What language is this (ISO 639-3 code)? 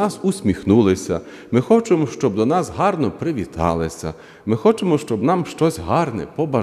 ukr